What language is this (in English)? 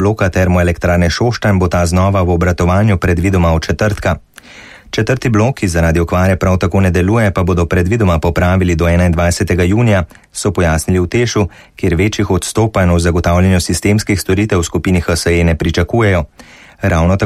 Slovenian